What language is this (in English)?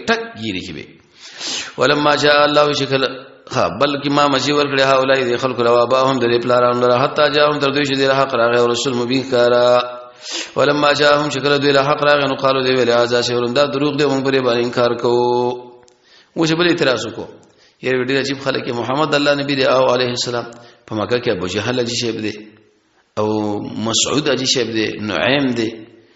Pashto